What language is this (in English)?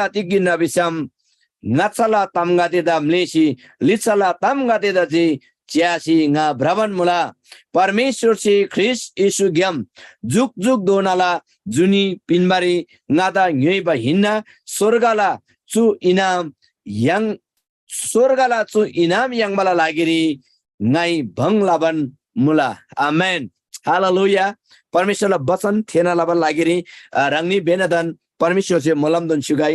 Eastern Tamang